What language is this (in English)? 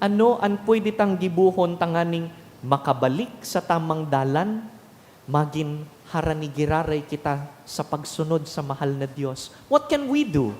Bikol